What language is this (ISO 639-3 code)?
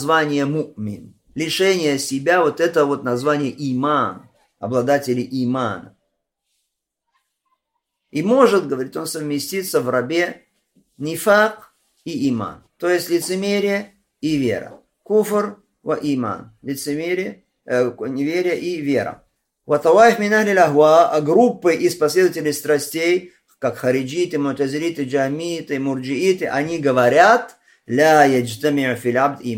rus